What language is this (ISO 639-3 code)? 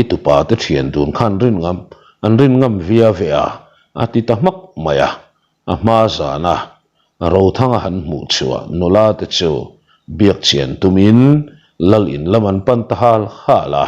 lus